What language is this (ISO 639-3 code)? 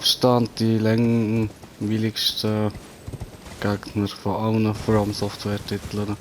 gsw